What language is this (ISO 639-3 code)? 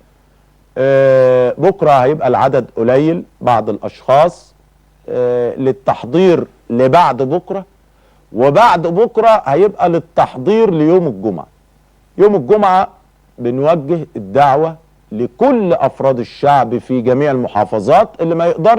arz